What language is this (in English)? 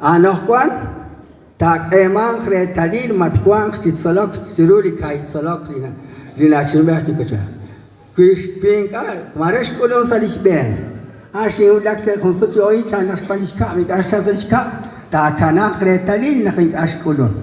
Kekchí